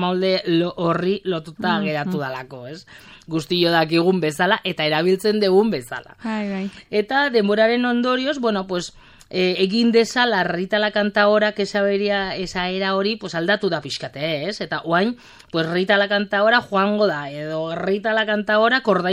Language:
Basque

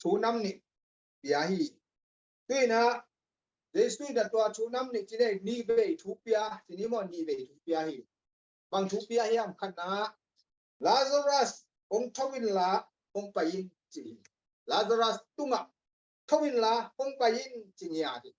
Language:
Tedim Chin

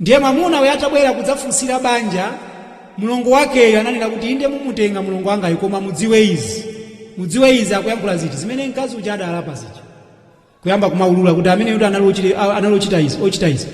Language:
Nyanja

